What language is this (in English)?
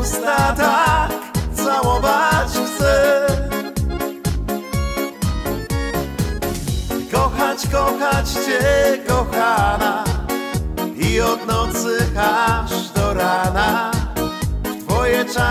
Polish